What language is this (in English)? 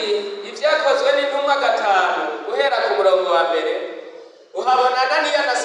Rundi